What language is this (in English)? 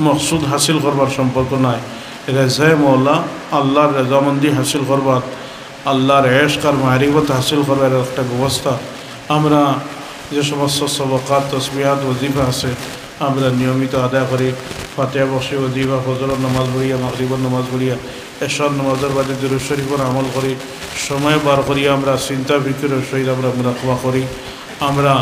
Sylheti